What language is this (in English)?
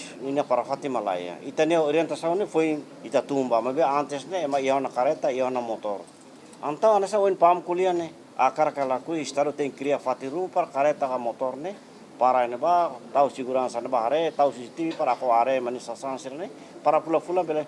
Tetum